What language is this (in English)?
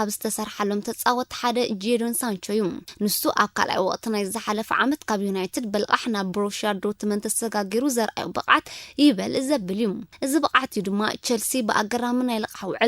Tigrinya